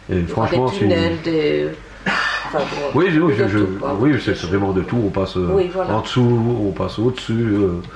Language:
French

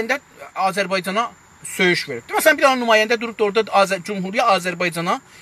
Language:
South Azerbaijani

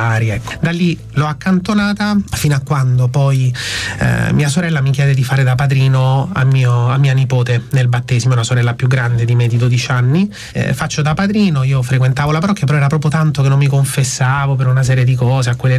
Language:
Italian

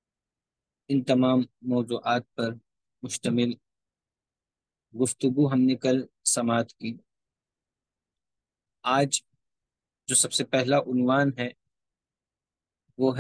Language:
Urdu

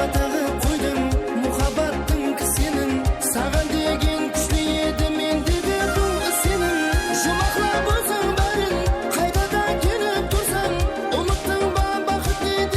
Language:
Kara-Kalpak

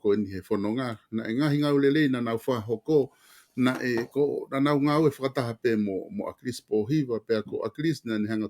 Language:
Tongan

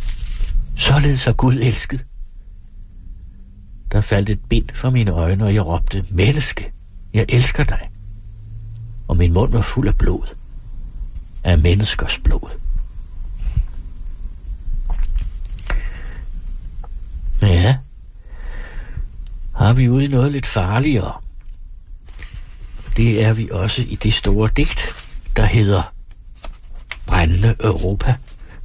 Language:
Danish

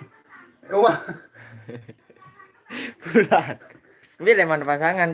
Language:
Sasak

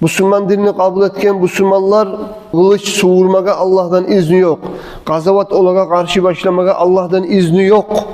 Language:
Kumyk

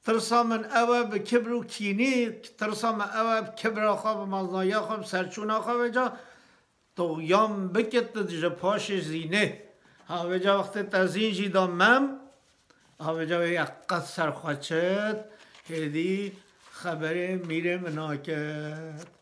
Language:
Kurdish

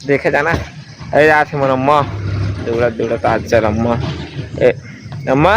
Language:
Chhattisgarhi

